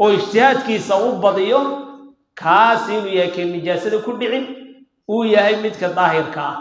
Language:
Somali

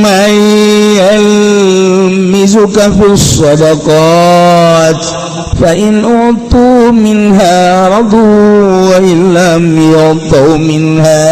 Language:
Sundanese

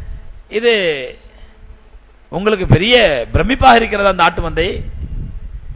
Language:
Tamil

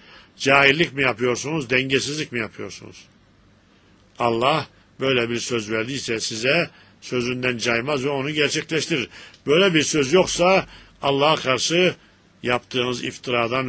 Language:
Turkish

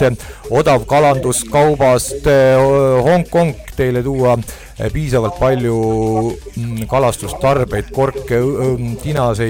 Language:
Estonian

